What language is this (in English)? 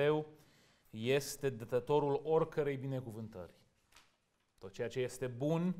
Romanian